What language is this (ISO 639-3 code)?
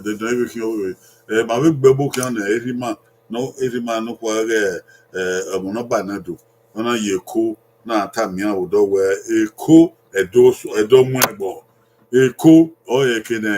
bin